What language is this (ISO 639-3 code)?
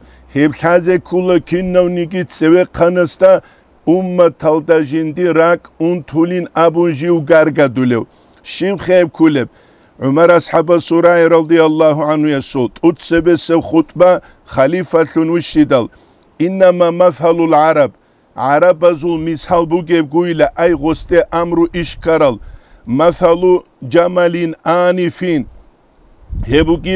ava